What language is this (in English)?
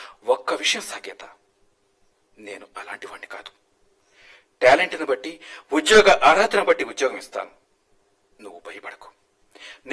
Telugu